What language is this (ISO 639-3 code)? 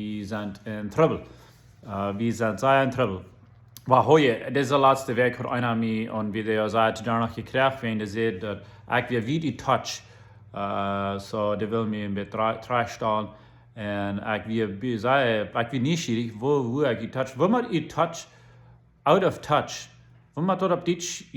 pdt